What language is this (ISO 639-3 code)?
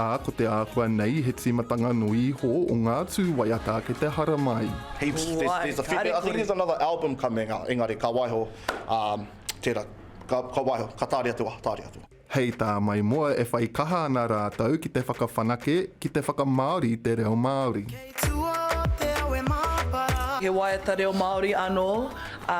mri